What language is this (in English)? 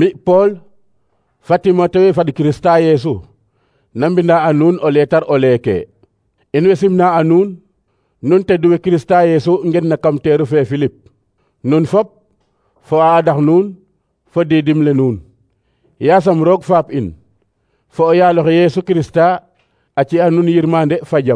Serer